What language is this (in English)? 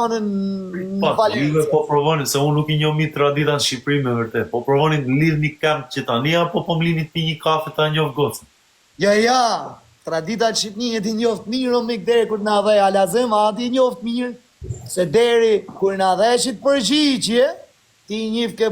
Albanian